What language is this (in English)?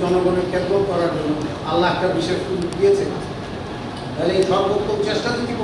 Bangla